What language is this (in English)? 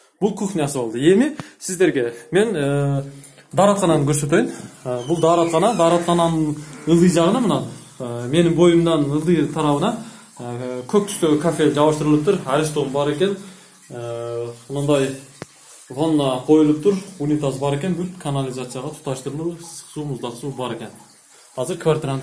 Kyrgyz